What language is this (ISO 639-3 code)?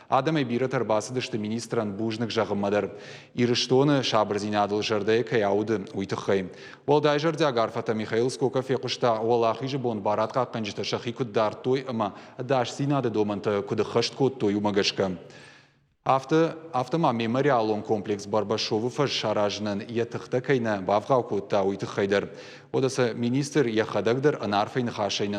oss